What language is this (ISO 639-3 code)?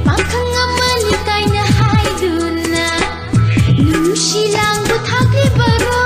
mni